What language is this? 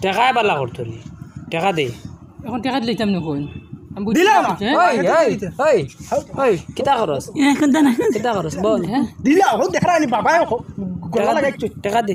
Sylheti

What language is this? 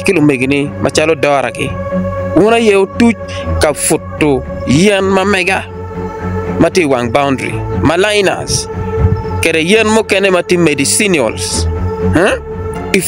Acoli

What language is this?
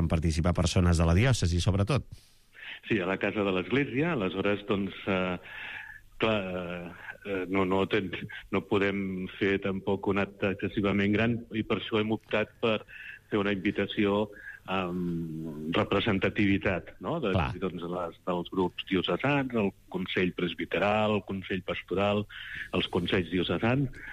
Catalan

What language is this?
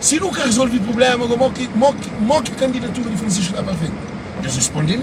Kabuverdianu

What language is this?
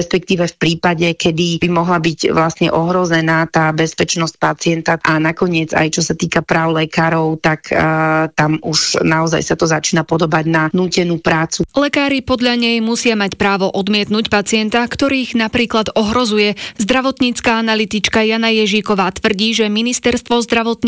Slovak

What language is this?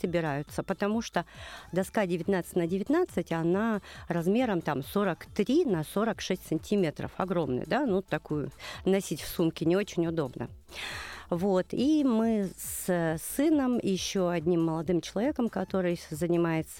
Russian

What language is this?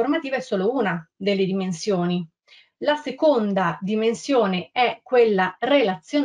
Italian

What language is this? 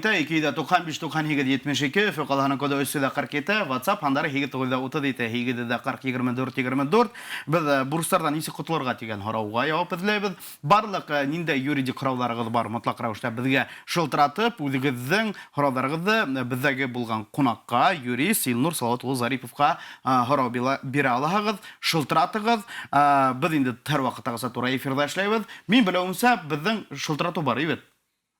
Bashkir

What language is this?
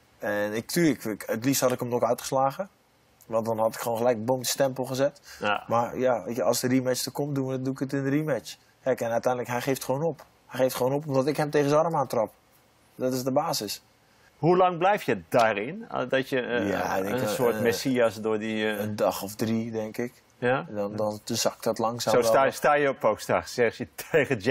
Dutch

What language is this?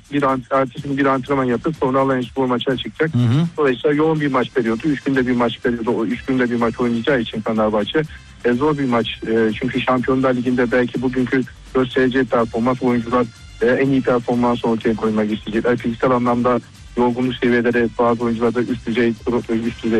Turkish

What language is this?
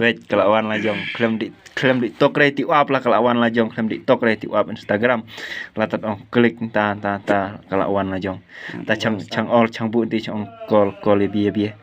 Khasi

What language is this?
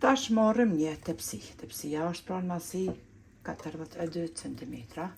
Albanian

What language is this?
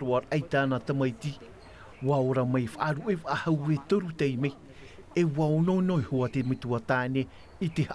Tahitian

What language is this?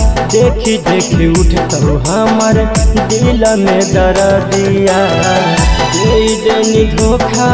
Magahi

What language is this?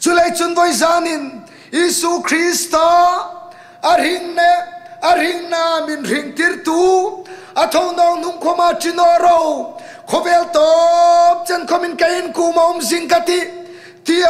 Hmar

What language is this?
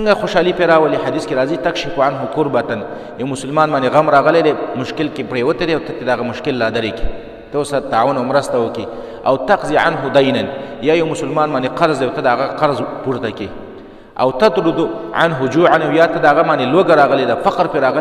Pashto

